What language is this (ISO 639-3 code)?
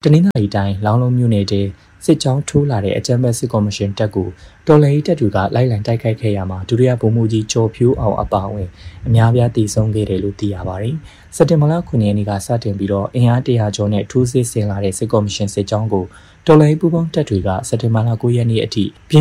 mya